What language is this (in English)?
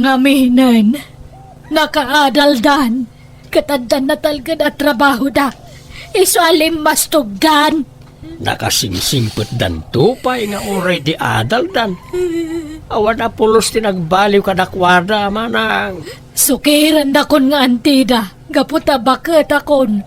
Iloko